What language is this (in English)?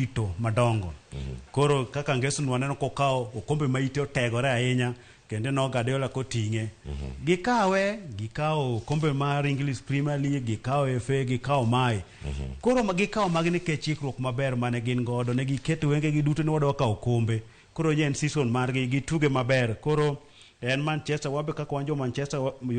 Luo (Kenya and Tanzania)